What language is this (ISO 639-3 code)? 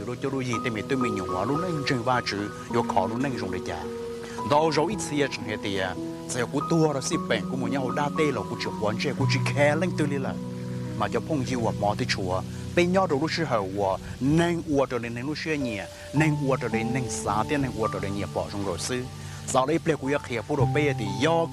hmn